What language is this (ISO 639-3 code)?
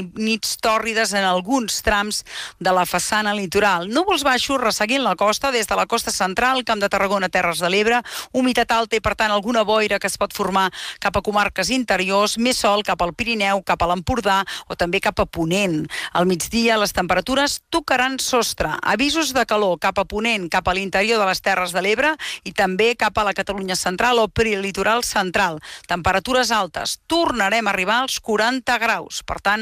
cat